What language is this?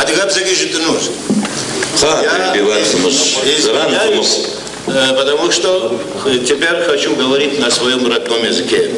Kabardian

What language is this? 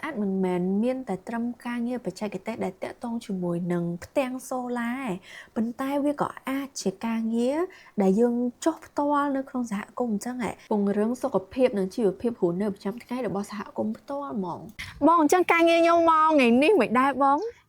Khmer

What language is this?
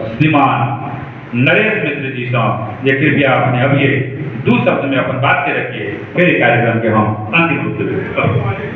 Maithili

